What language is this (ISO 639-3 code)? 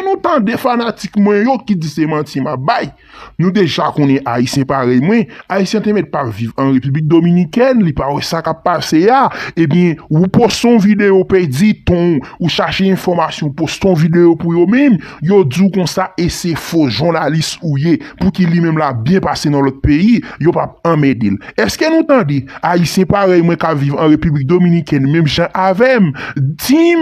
hat